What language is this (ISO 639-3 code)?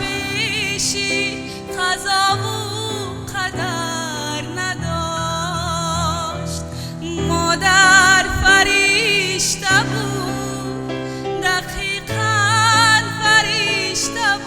tgk